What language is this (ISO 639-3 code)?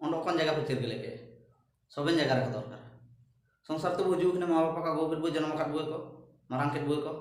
hoc